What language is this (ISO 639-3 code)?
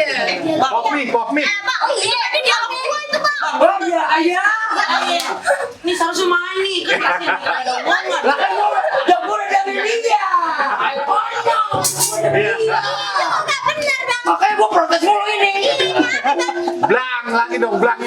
bew